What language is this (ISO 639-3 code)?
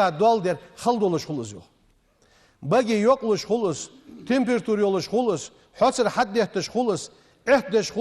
inh